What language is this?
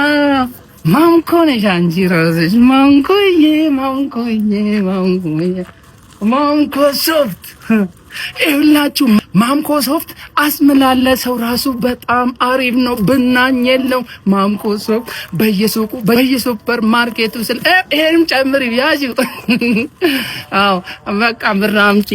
Amharic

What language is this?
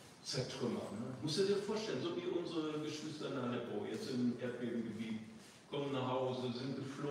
German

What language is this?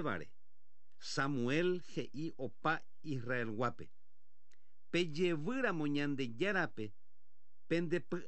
Guarani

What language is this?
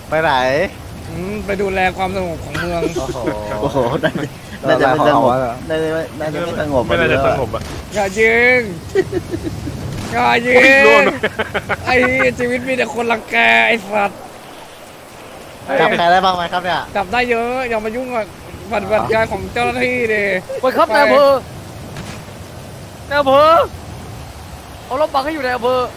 Thai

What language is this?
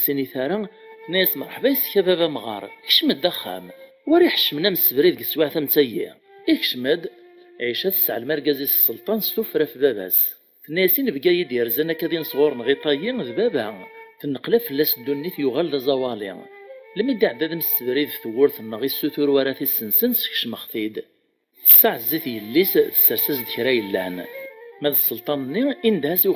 Kabyle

